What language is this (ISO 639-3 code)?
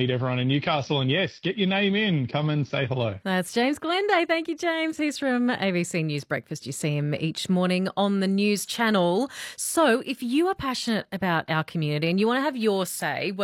eng